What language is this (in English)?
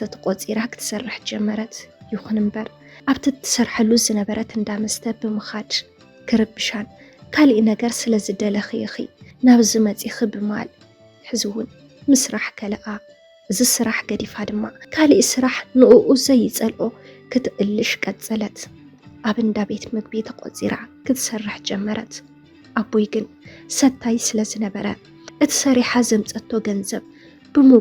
Tigrinya